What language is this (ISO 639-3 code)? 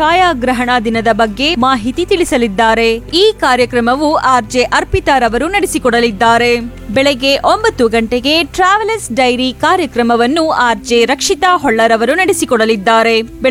kan